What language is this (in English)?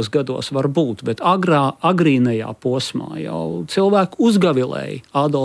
Latvian